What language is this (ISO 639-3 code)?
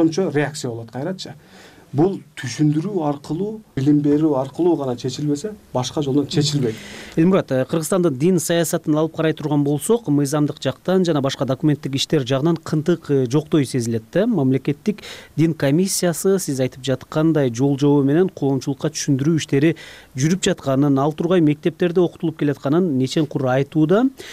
kir